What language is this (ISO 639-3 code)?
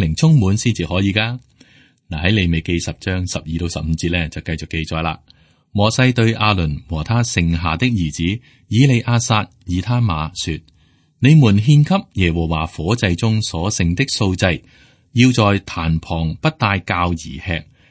yue